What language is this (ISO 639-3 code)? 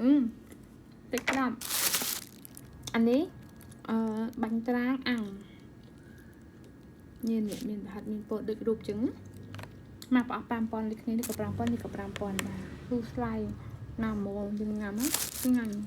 khm